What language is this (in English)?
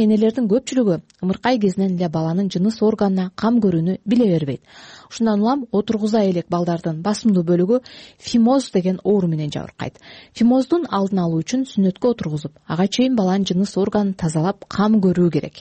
Kyrgyz